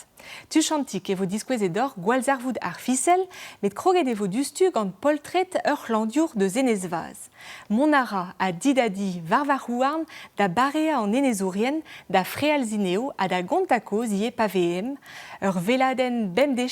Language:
Breton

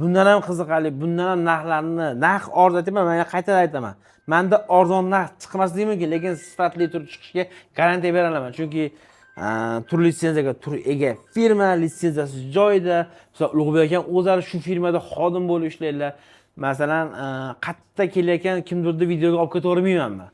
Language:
Uzbek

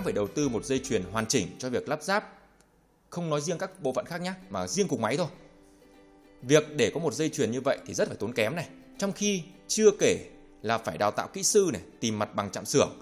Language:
Vietnamese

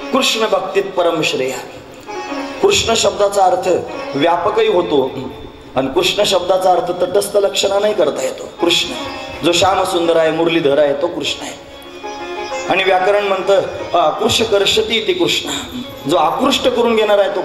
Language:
Marathi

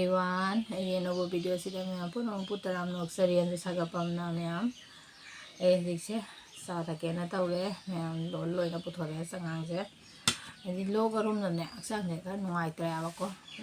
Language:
Manipuri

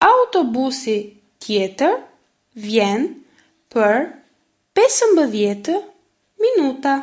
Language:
Albanian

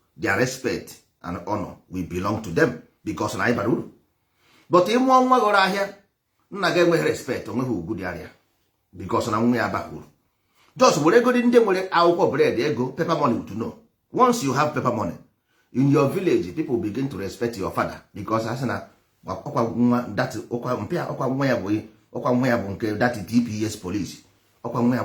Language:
Igbo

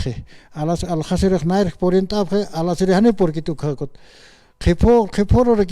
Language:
Aymara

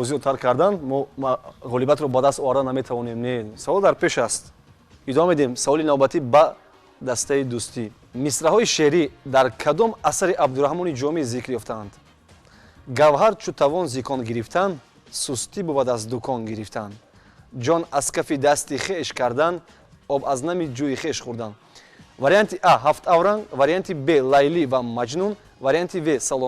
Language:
Tajik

